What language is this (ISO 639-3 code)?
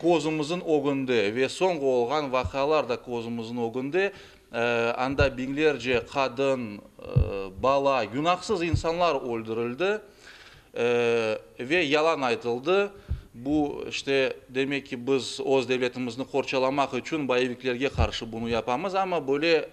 crh